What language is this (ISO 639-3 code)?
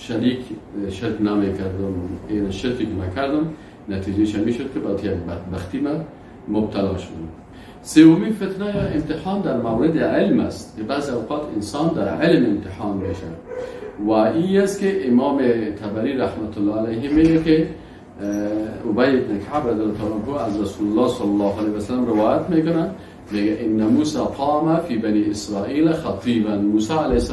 fas